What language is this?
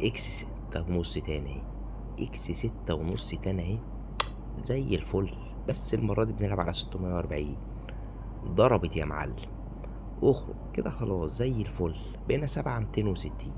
Egyptian Arabic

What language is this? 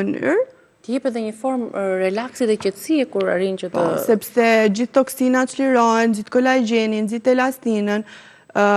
Albanian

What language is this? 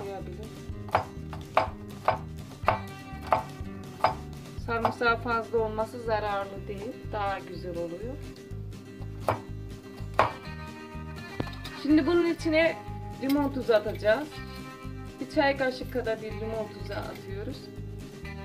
Turkish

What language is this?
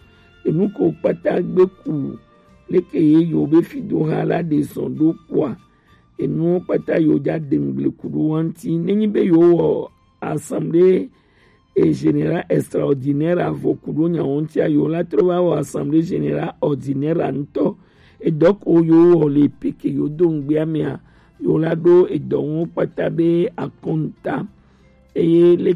Gen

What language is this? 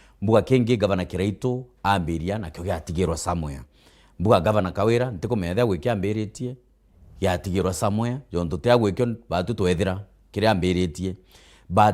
Meru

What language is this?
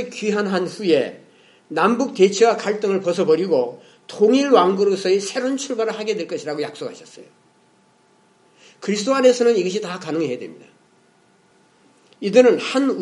Korean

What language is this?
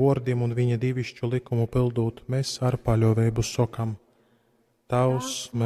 Latgalian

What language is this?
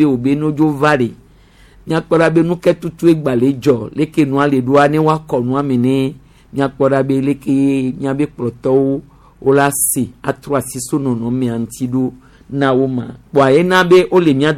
Gen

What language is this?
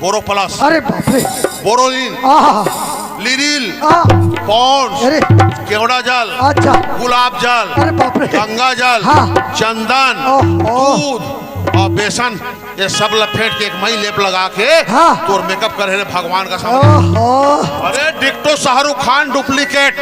Chhattisgarhi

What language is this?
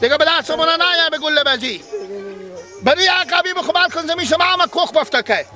Persian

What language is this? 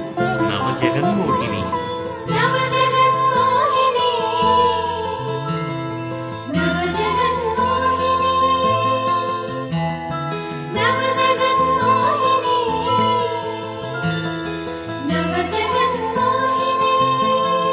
Telugu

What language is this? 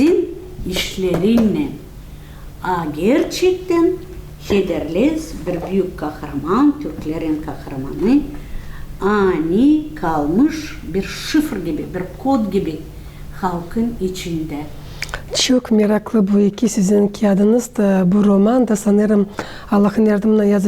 Gagauz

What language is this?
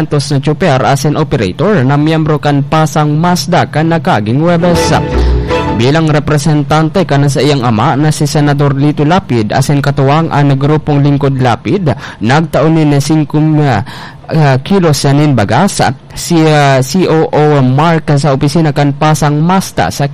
Bikol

